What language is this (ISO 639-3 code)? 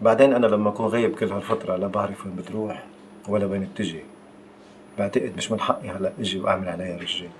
apc